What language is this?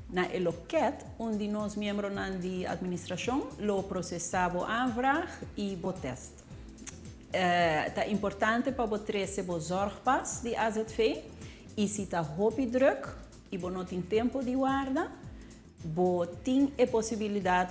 Papiamento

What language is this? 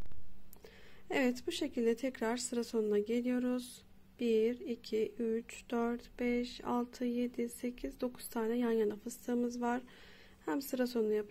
Turkish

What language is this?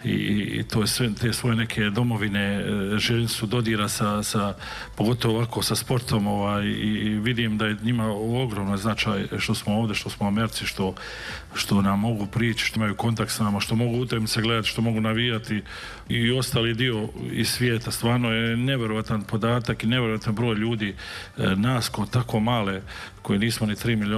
Serbian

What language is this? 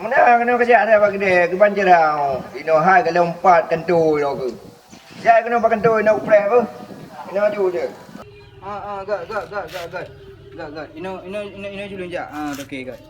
Achinese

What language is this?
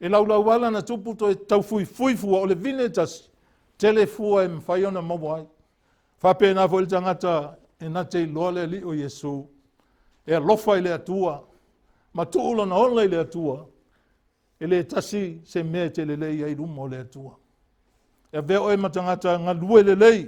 Samoan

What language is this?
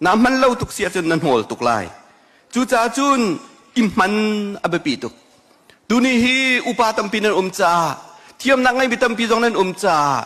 Hakha Chin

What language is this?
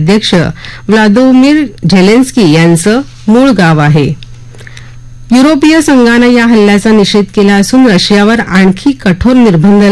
Marathi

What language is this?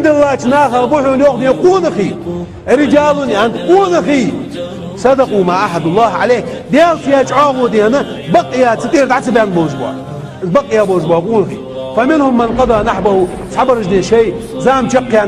Chechen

